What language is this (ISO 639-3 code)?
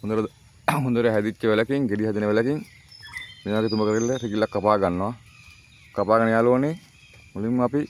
sin